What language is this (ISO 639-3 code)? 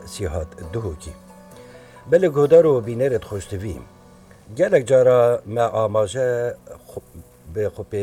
kur